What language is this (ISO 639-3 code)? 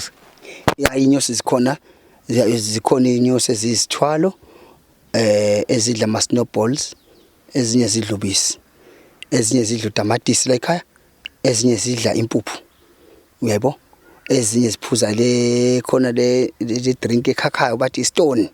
zul